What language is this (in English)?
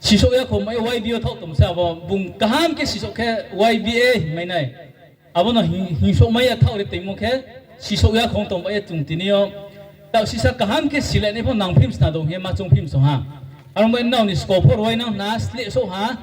Riang (India)